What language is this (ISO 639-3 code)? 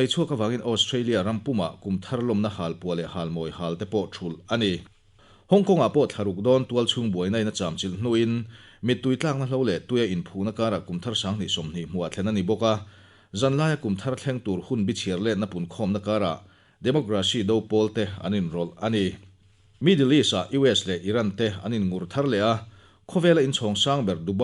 lus